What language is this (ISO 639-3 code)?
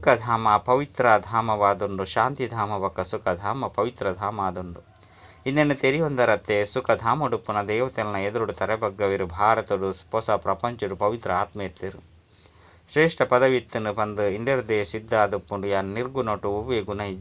tcy